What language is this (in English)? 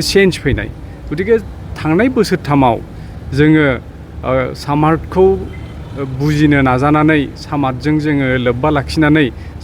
Bodo